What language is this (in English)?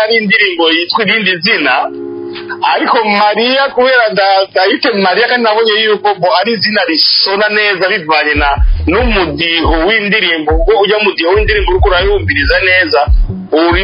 Rundi